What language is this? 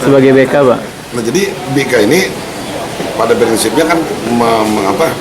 Banjar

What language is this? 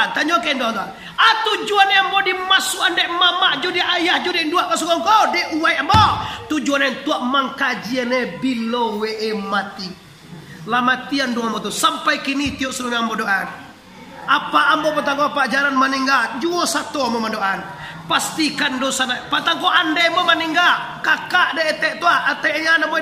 Minangkabau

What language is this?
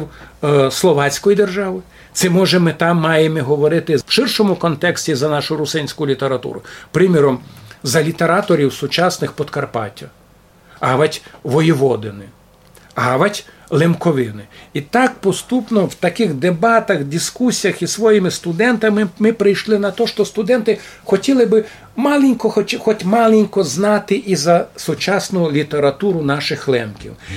Rusyn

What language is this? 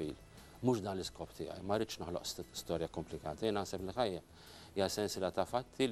Maltese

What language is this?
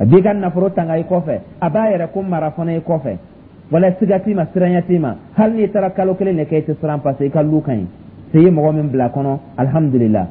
Dyula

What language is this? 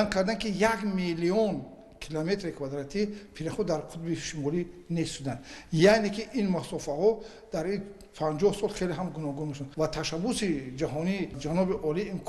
Tajik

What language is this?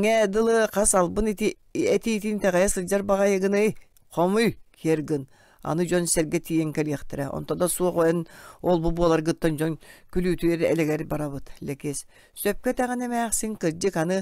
Yakut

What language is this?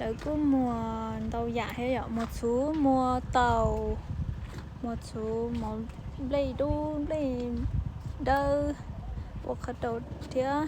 Hmong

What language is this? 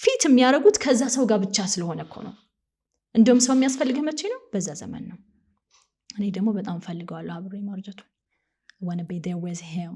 Amharic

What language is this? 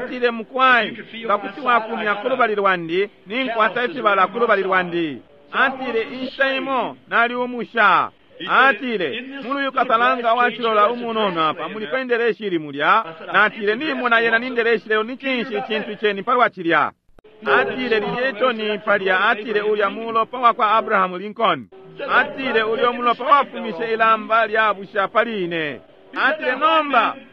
Bemba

